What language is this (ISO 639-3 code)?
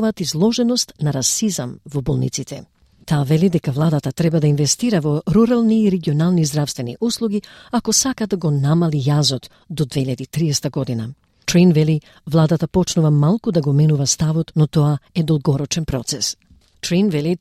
mkd